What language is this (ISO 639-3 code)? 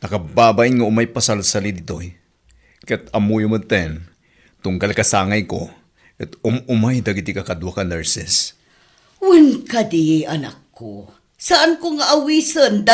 ilo